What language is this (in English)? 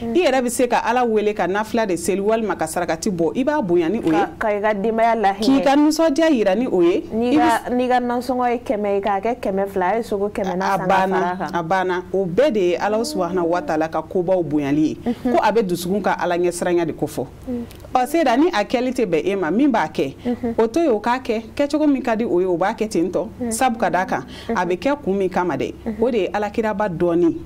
Bambara